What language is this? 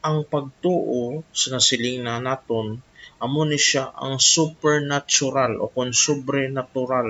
Hiligaynon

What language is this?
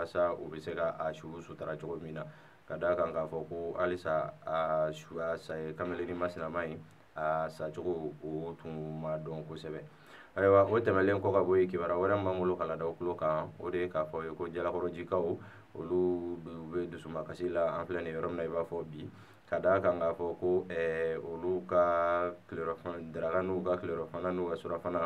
Bambara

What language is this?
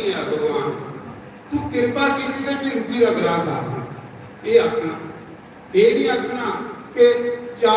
Dogri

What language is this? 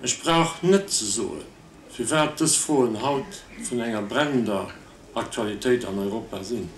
Luxembourgish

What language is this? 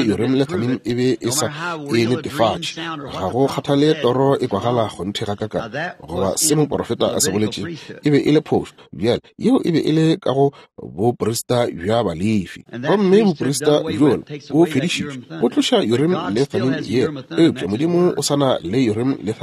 Northern Sotho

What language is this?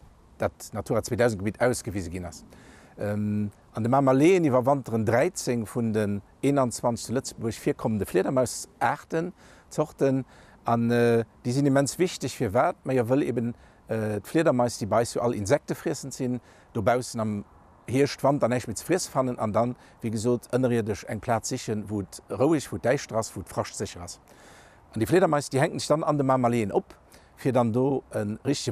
Luxembourgish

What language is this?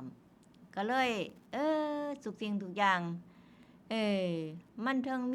Northeastern Thai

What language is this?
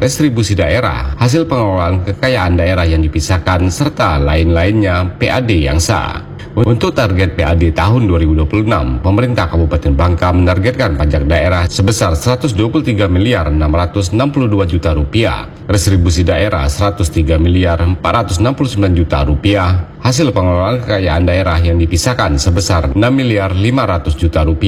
Indonesian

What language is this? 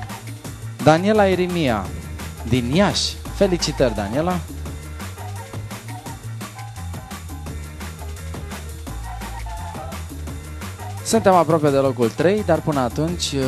Romanian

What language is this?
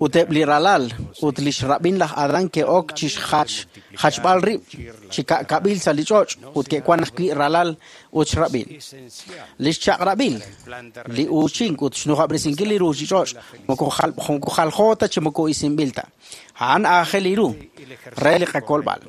Kekchí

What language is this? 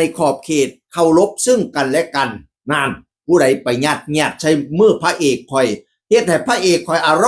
Northeastern Thai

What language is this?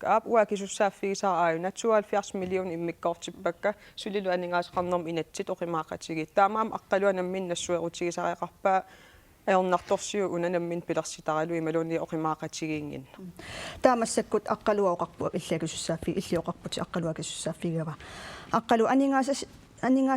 Kalaallisut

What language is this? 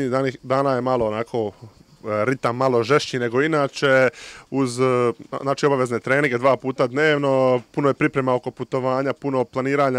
Croatian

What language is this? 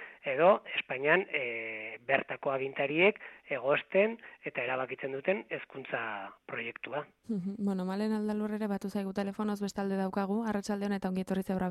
Basque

